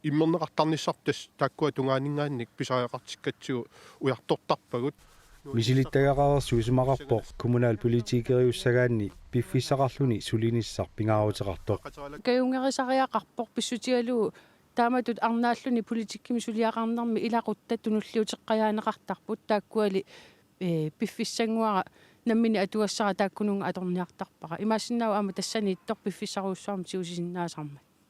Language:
Kalaallisut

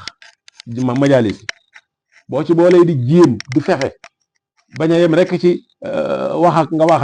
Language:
Wolof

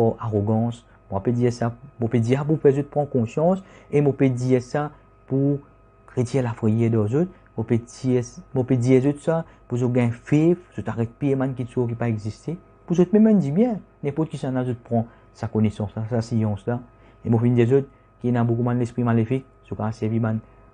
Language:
Morisyen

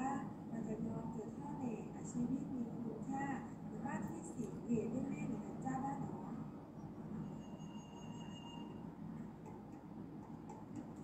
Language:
Thai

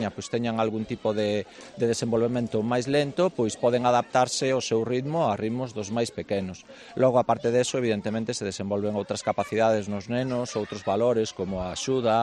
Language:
Galician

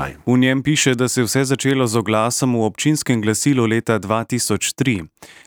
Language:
Slovenian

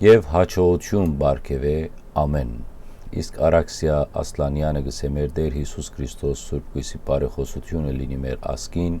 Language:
Western Armenian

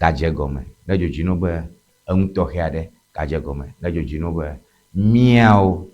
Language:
Ewe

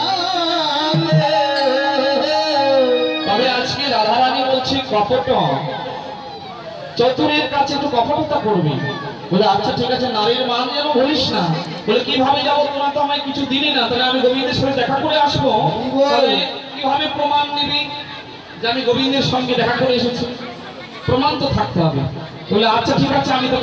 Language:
Bangla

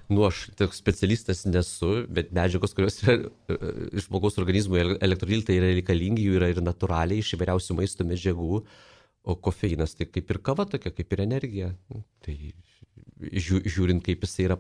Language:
Lithuanian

